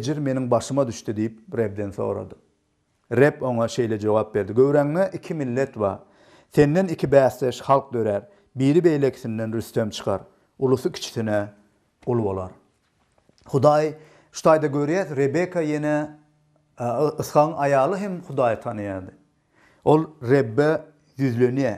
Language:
Turkmen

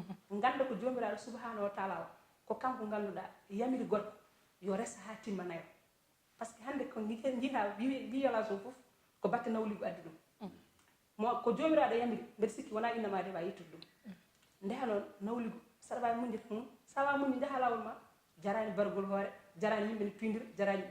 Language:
Fula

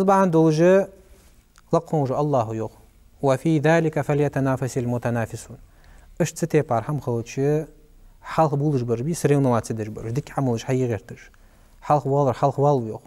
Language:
Ingush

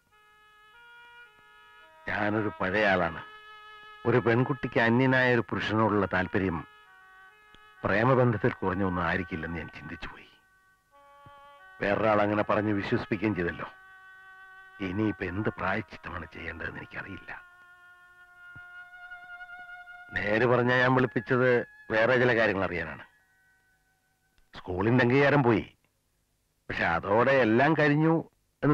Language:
Malayalam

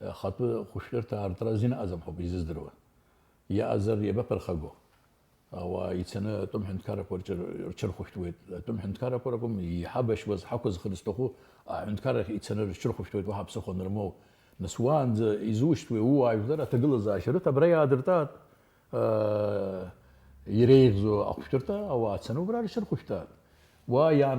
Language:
Abkhazian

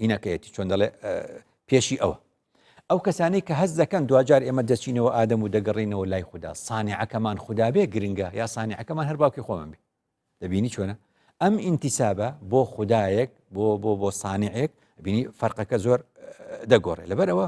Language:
Central Kurdish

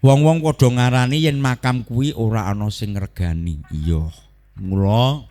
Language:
Javanese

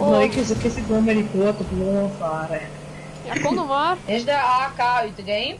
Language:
Western Frisian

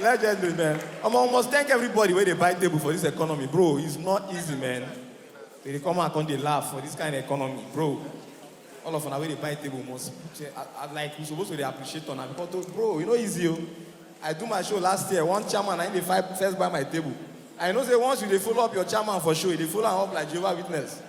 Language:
Nigerian Pidgin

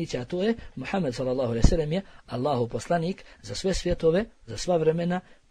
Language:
Bosnian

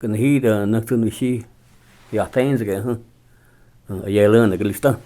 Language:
Cherokee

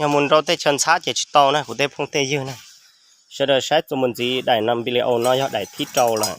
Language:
Hmong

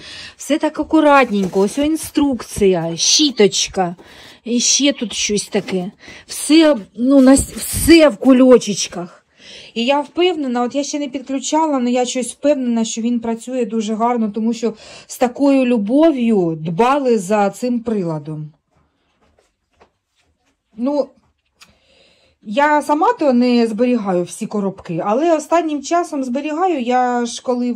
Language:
Ukrainian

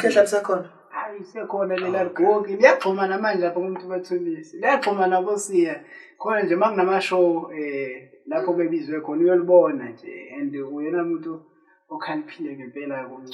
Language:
Zulu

